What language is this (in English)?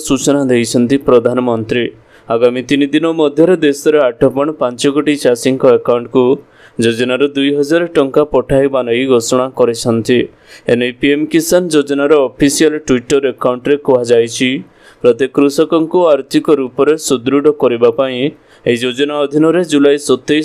Odia